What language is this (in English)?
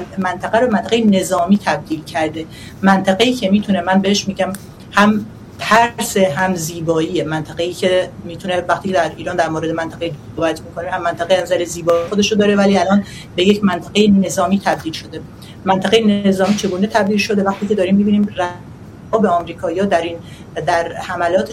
Persian